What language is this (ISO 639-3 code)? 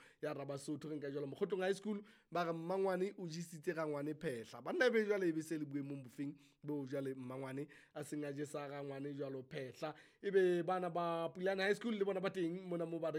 sot